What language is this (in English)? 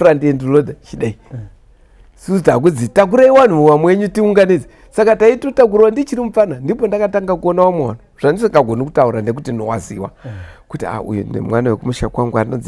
Shona